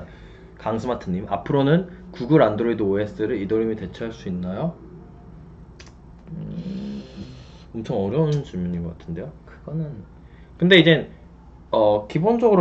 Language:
Korean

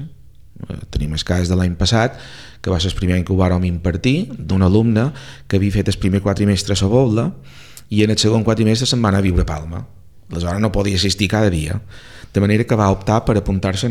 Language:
Catalan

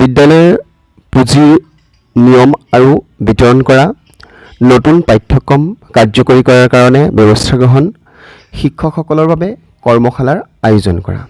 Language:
Assamese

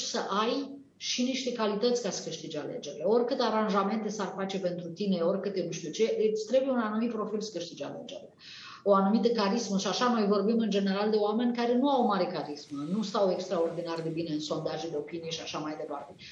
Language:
Romanian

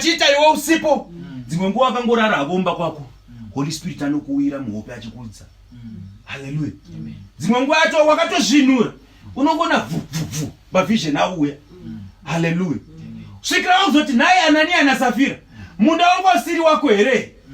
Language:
Shona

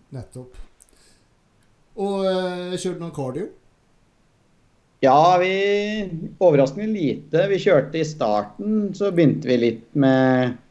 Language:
Norwegian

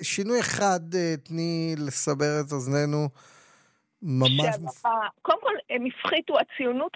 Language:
Hebrew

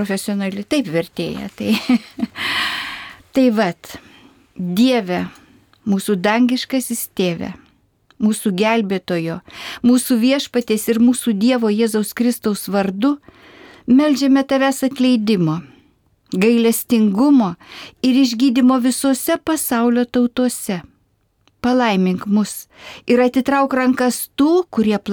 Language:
Lithuanian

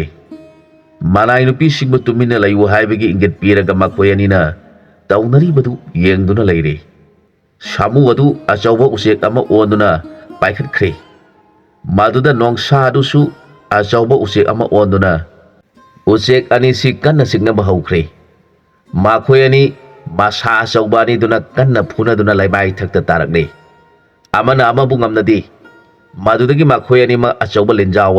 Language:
Manipuri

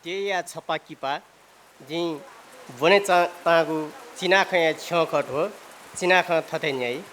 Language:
Newari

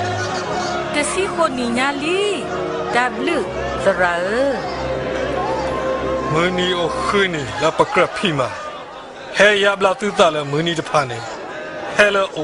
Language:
S'gaw Karen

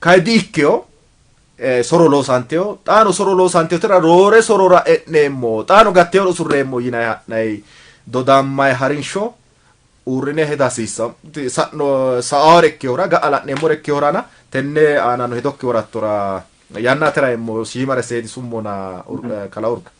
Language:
Sidamo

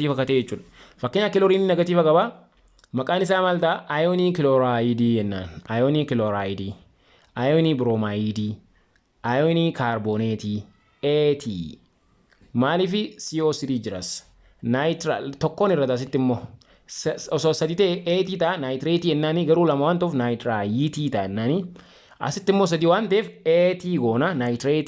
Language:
Oromo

